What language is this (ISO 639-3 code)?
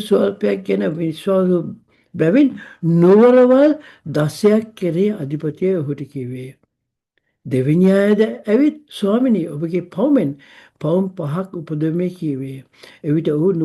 sin